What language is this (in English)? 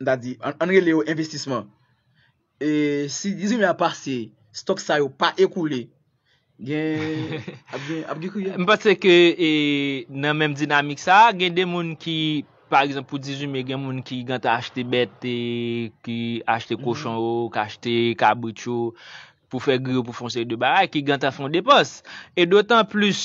Haitian Creole